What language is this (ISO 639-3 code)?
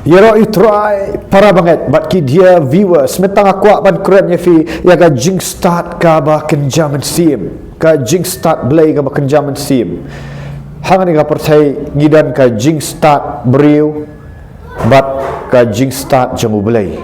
kha